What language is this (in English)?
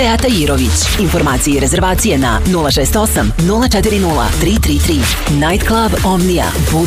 Serbian